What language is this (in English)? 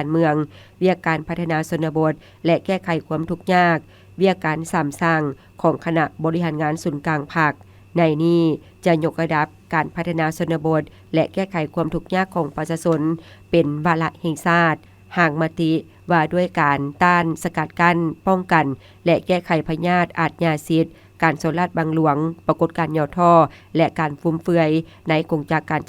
Lao